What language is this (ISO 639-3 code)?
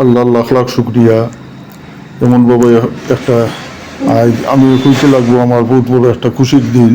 syl